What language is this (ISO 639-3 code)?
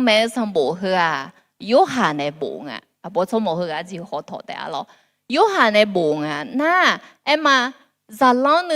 ahk